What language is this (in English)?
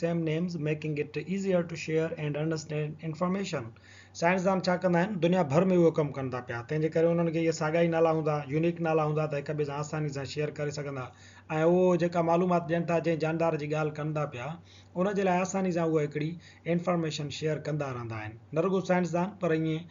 Sindhi